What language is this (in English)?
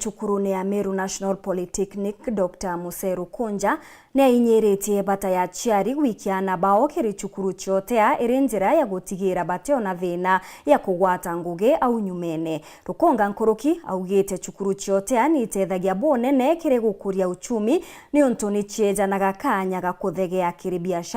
Meru